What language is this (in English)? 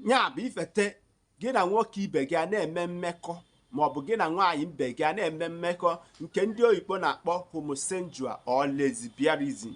Igbo